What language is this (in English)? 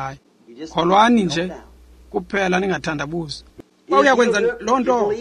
Xhosa